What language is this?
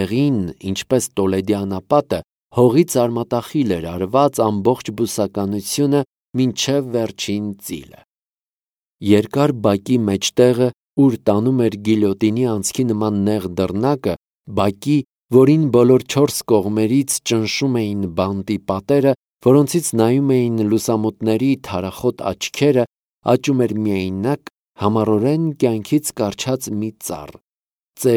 Armenian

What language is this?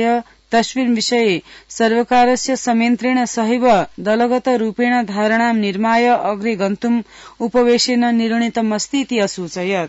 Sanskrit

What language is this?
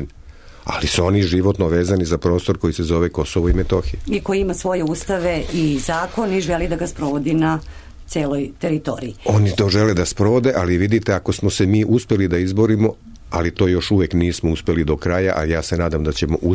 Serbian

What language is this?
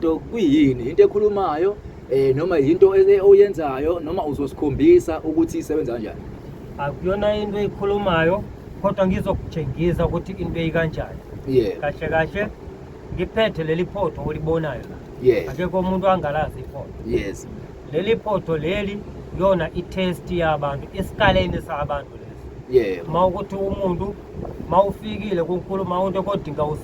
Zulu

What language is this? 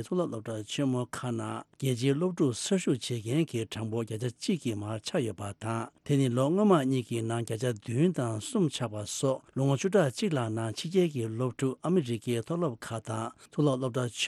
Tibetan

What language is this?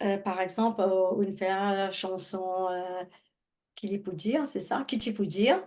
Morisyen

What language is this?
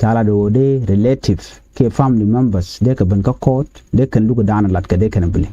Nuer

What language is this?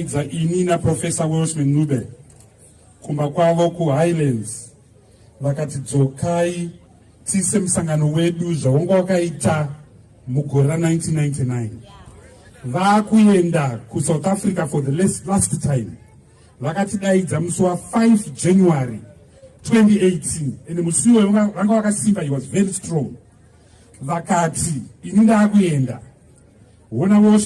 Shona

